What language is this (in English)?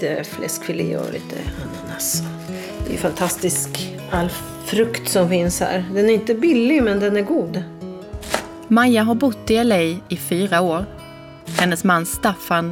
Swedish